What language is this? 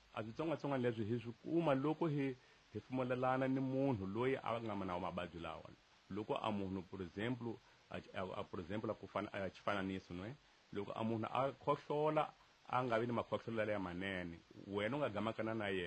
Tsonga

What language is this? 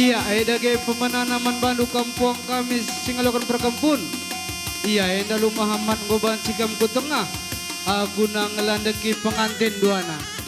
Batak Karo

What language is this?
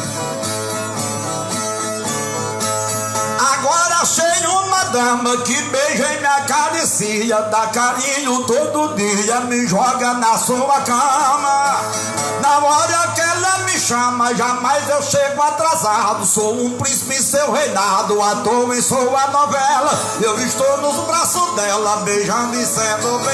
Portuguese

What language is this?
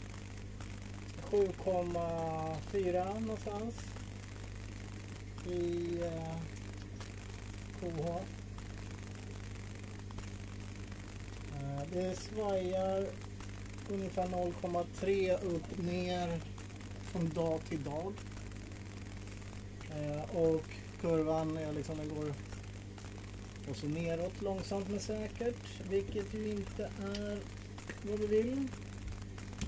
Swedish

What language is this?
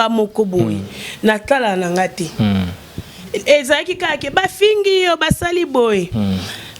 Lingala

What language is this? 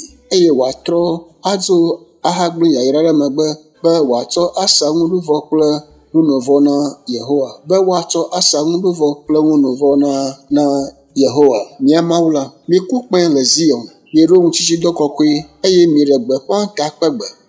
Ewe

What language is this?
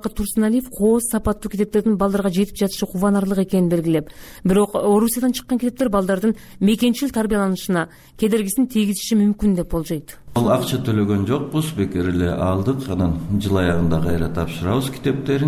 Kyrgyz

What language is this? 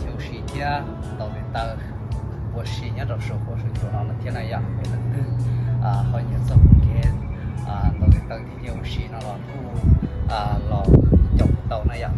Hmong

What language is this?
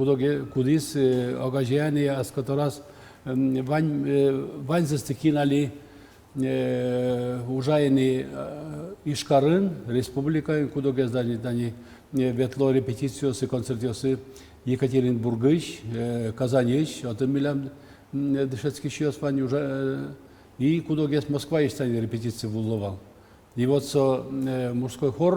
Udmurt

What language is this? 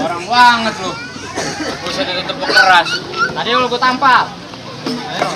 Betawi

